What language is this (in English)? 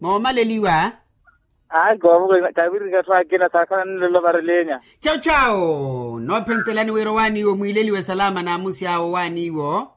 Makhuwa